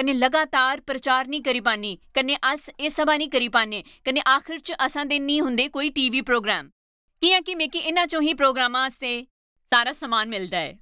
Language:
Dogri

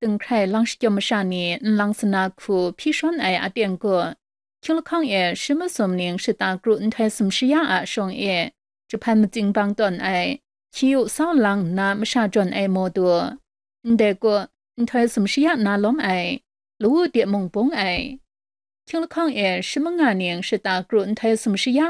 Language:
Kachin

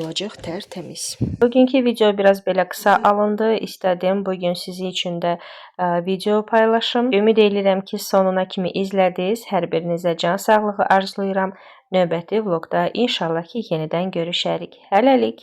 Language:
Azerbaijani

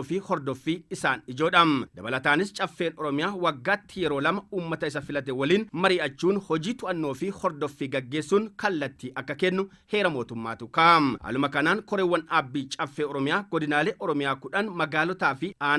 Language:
Oromo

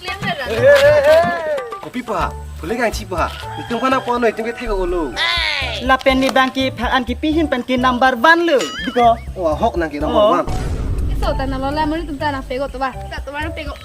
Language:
Karbi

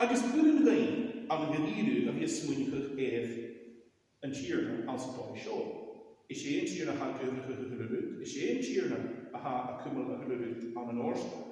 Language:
Scottish Gaelic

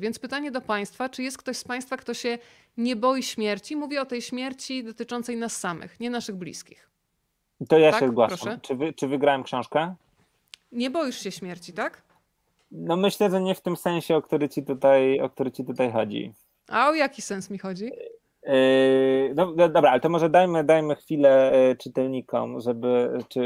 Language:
Polish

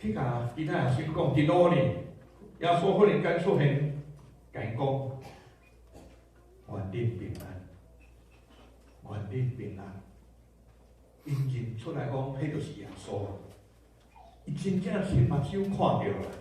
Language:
Min Nan Chinese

